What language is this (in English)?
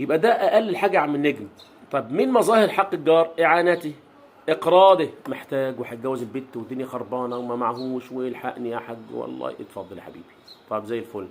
Egyptian Arabic